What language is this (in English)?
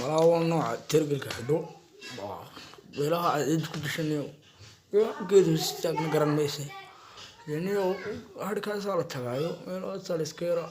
Somali